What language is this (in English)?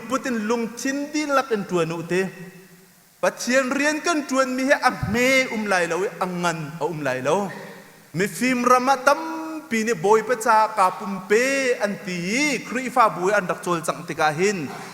Hakha Chin